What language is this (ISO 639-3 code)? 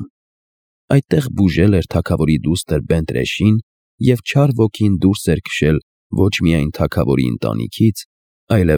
hye